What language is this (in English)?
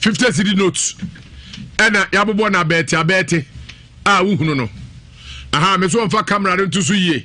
Akan